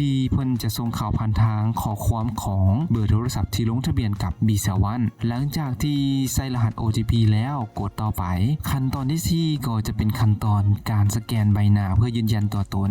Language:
Lao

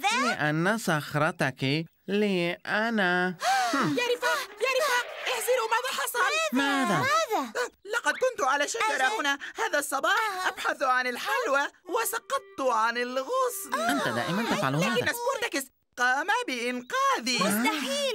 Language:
Arabic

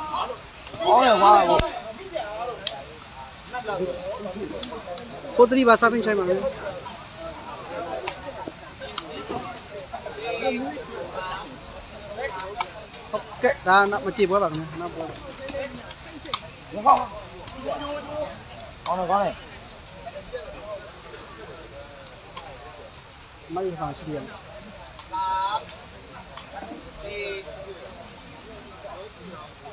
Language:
Burmese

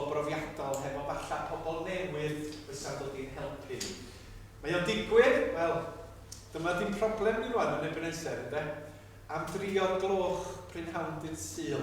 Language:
Welsh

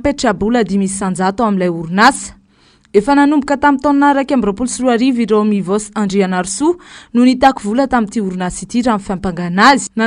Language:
Malagasy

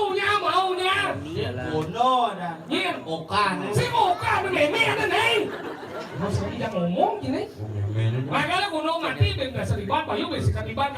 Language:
Balinese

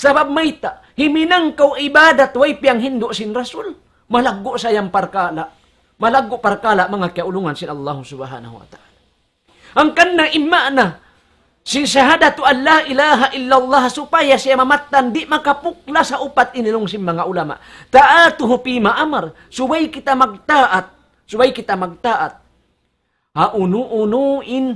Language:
Tausug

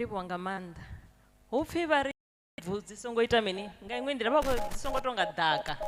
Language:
Venda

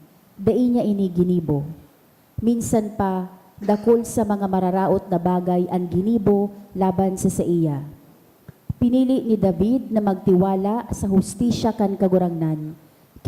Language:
Bikol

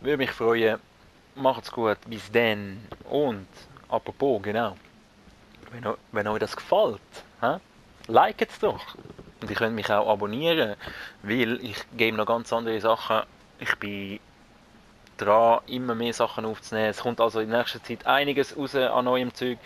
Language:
Swiss German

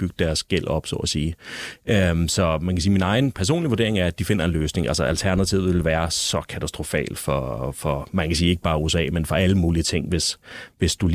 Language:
Danish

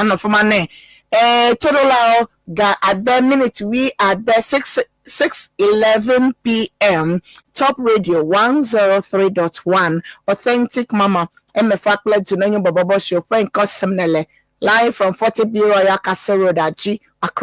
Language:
Ewe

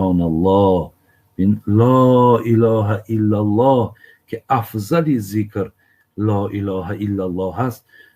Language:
Tajik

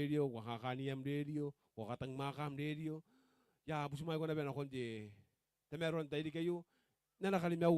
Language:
Gilbertese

